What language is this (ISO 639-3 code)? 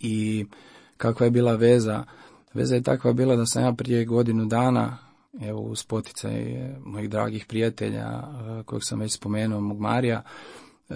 hrv